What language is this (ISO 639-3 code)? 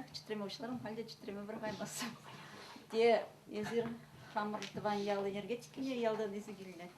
chv